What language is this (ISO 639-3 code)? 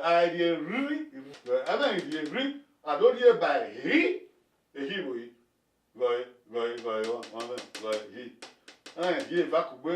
bin